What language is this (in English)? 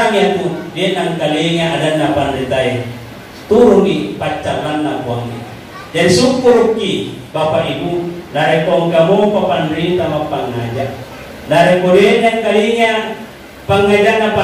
Buginese